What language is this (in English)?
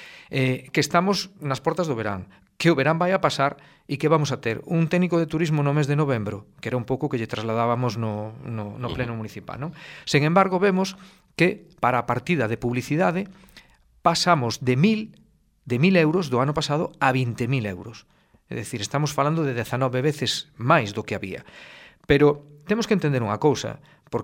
Galician